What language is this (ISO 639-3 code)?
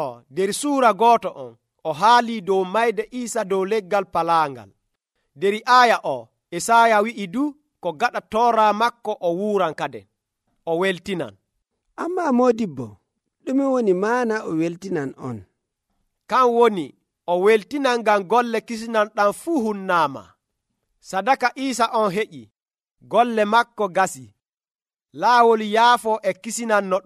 fuv